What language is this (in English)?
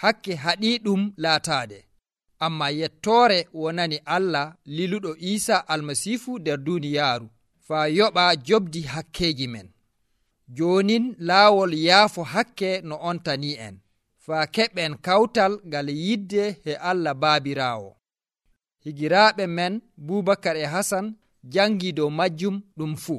Nigerian Fulfulde